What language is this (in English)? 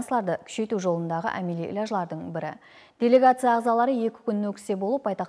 Kara-Kalpak